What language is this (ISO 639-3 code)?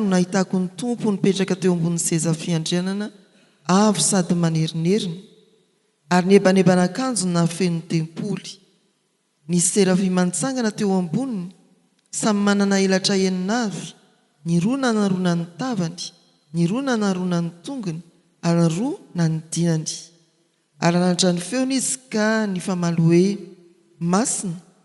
mlg